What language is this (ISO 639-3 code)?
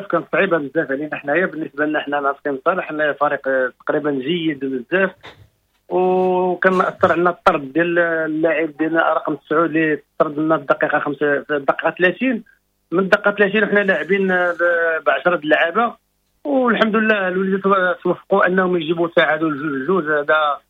ary